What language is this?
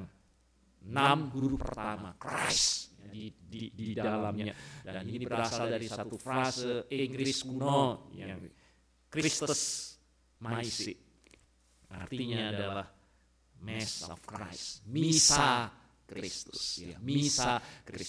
Indonesian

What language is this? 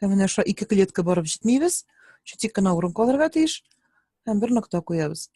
Tatar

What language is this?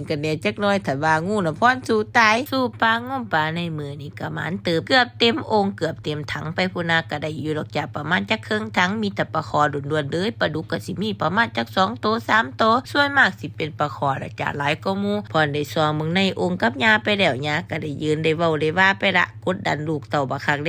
Lao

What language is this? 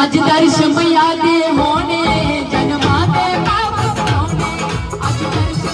Dogri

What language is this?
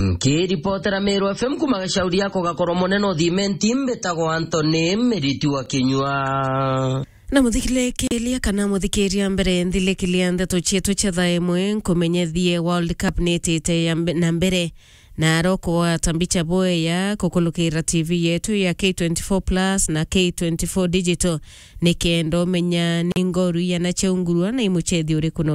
Meru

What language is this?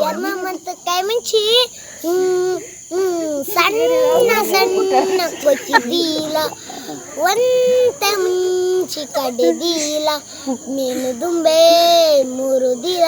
Tulu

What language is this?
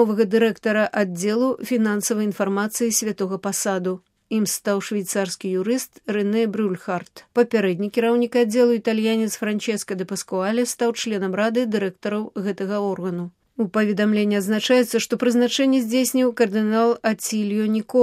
Belarusian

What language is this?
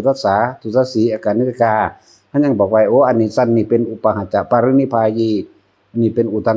Northeastern Thai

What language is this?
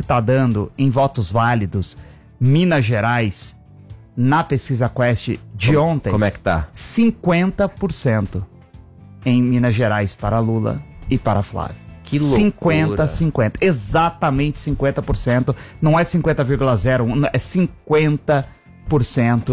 Portuguese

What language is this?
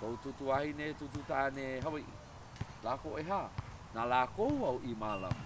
Hawaiian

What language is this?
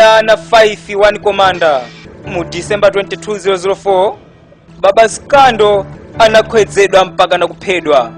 Nyanja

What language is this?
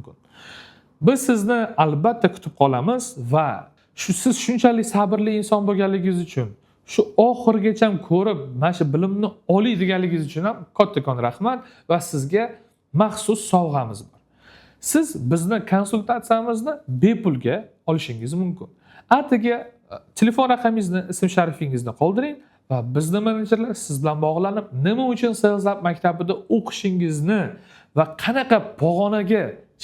Uzbek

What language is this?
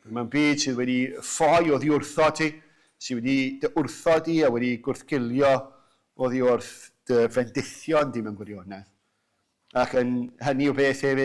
Welsh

